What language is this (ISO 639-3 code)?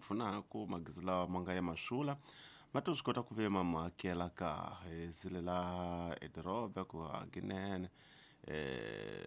tso